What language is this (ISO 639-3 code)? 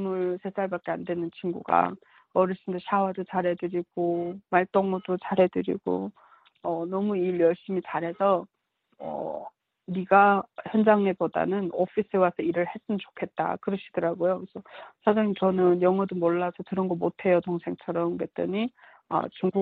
kor